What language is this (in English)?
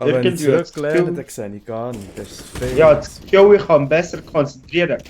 Swiss German